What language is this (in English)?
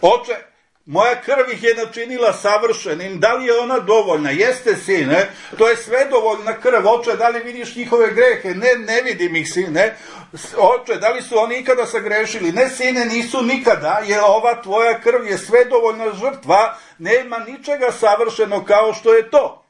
Serbian